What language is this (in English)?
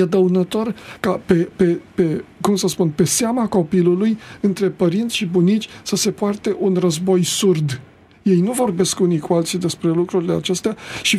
Romanian